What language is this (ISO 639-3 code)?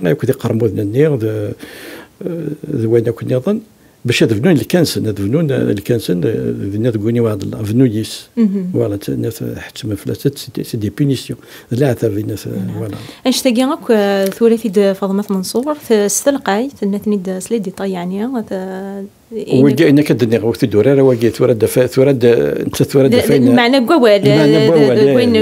kab